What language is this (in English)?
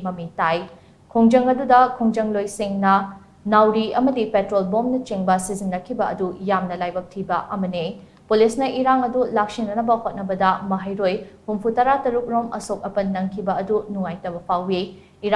Manipuri